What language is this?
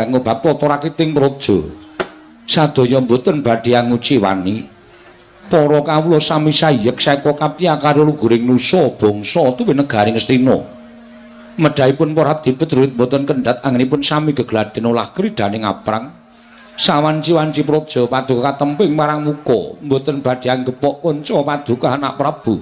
Javanese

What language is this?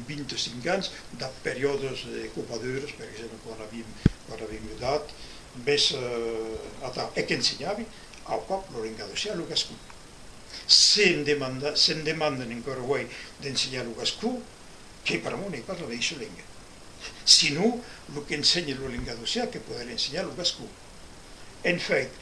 Occitan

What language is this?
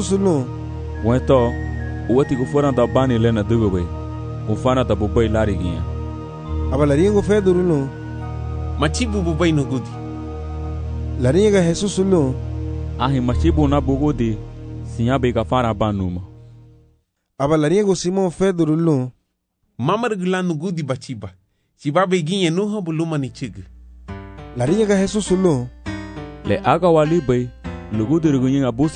Garifuna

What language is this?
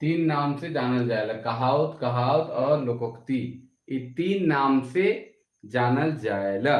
Sadri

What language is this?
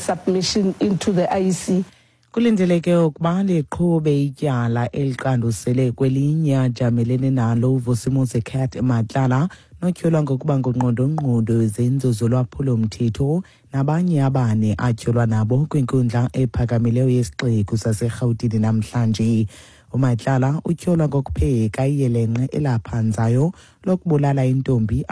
Xhosa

